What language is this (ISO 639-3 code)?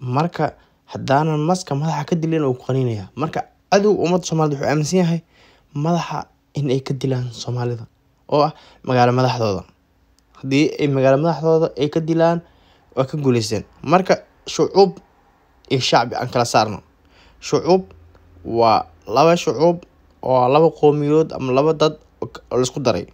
som